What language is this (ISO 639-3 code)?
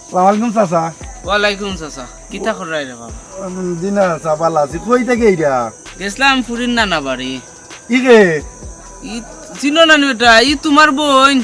syl